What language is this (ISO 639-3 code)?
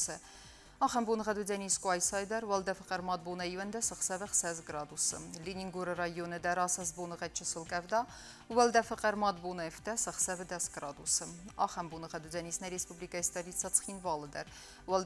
oss